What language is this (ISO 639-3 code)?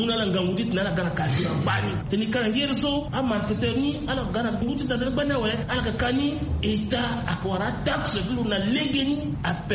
sag